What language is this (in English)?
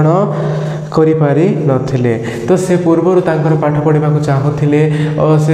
Odia